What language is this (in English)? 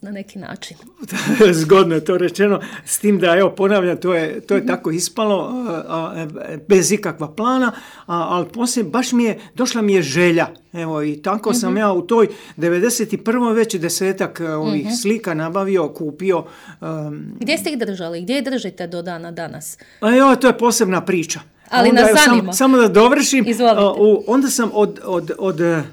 Croatian